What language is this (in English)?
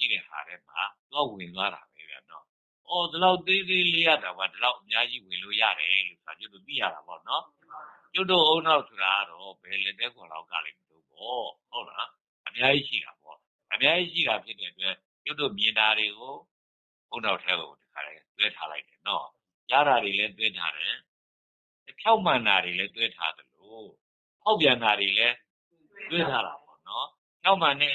Burmese